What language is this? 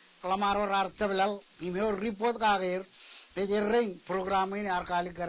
Marshallese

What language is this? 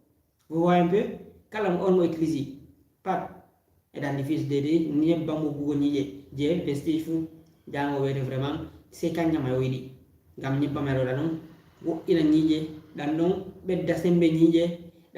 Fula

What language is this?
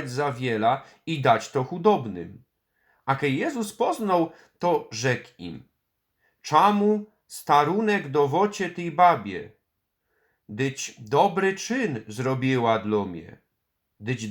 Silesian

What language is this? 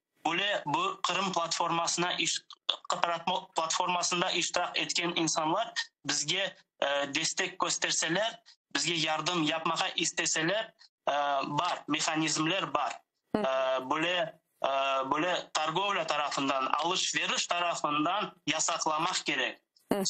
Crimean Tatar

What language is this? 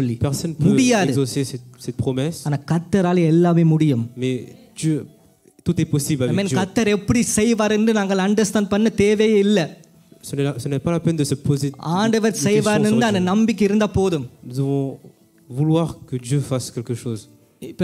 Tamil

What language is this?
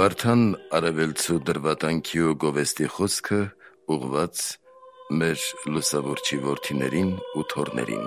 Armenian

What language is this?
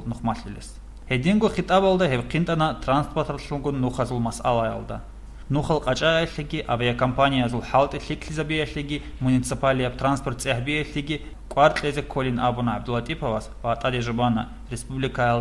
Avaric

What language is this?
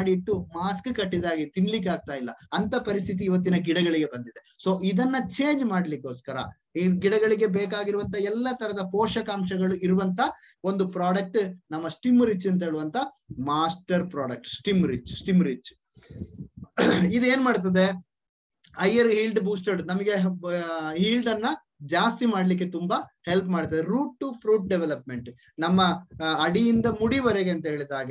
Kannada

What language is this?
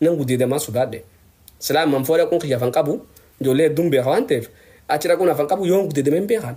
Oromo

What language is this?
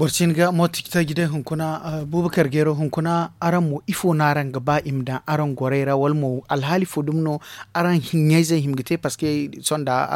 Zarma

